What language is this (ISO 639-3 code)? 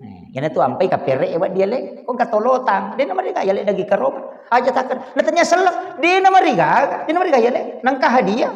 bug